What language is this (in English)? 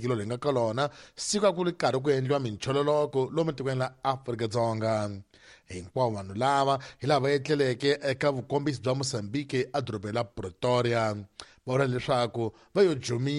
Tsonga